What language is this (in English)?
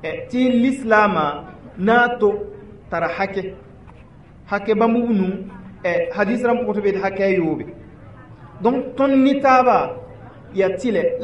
Mossi